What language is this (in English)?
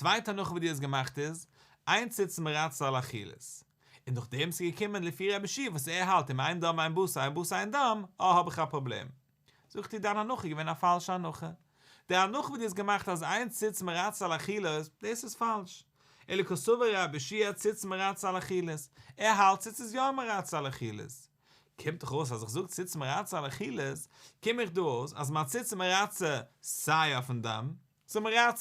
Yiddish